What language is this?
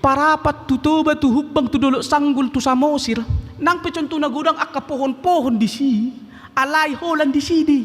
Batak Toba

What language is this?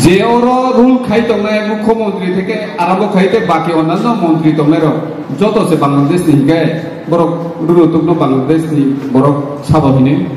Kok Borok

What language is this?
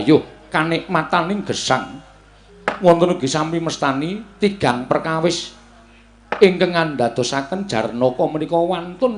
Javanese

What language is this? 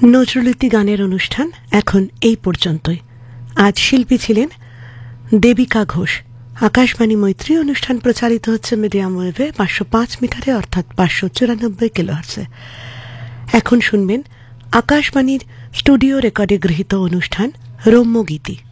Bangla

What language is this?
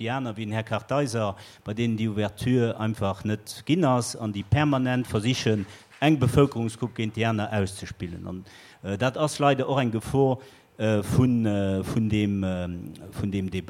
Luxembourgish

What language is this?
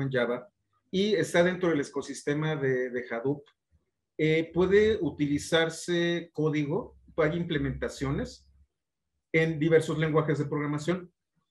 Spanish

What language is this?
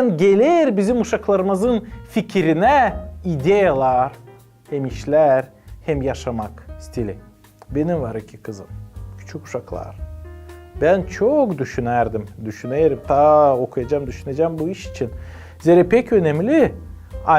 Gagauz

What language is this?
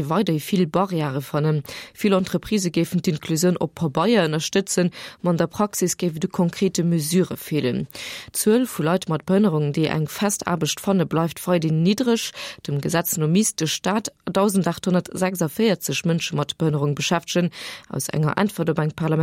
Luxembourgish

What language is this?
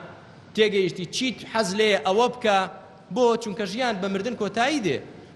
Central Kurdish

